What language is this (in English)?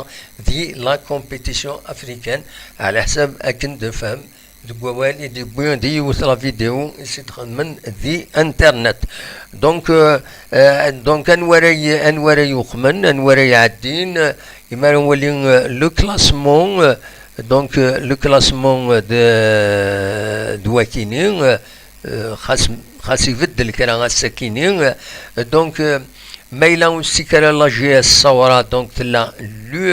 Kabyle